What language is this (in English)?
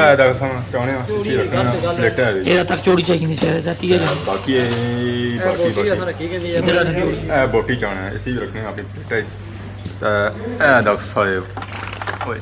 Pahari-Potwari